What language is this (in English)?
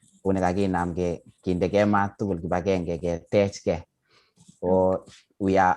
Kalenjin